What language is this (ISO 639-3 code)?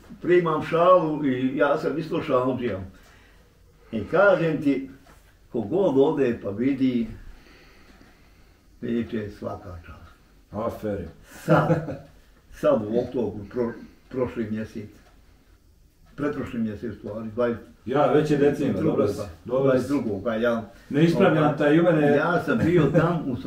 bos